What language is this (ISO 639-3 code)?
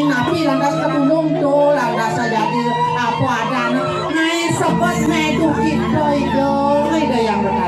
ban